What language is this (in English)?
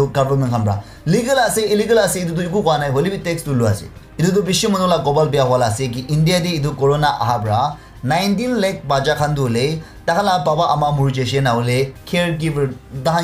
Naga Pidgin